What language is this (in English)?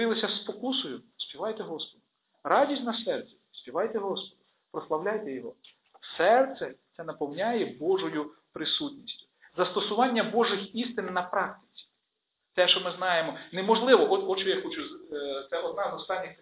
Ukrainian